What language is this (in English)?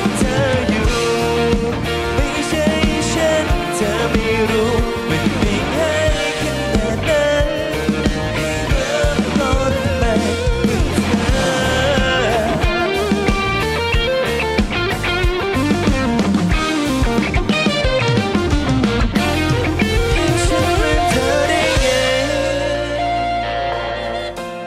Thai